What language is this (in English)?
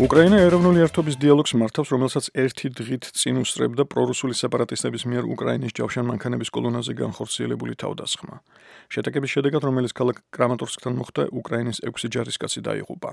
Georgian